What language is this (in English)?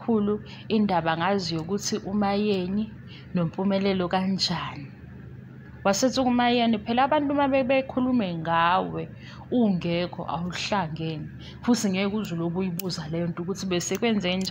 Zulu